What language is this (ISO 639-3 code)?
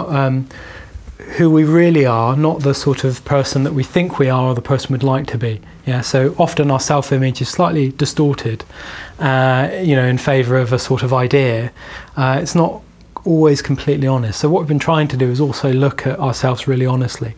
eng